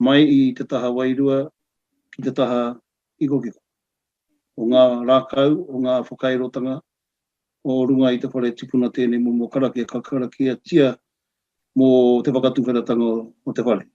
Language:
Māori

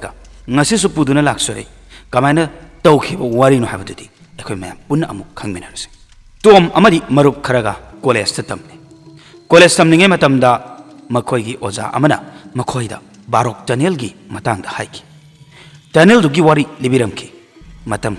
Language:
Manipuri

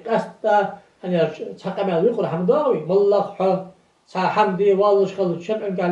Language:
Ingush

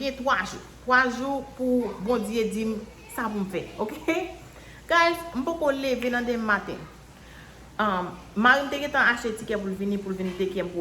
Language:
Haitian Creole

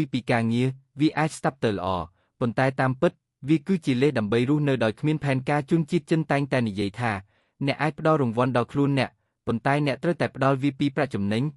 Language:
Khmer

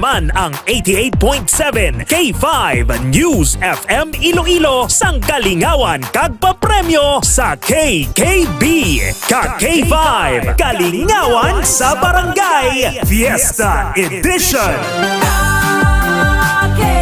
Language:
Hiligaynon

